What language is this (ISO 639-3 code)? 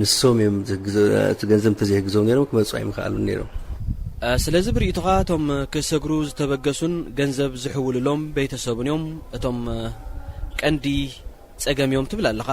tir